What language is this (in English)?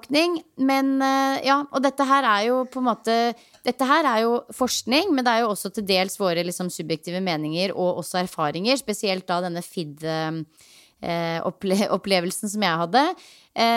Norwegian